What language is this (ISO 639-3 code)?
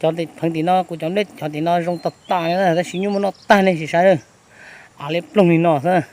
hmn